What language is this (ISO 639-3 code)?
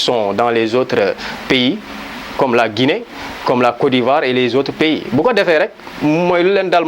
wol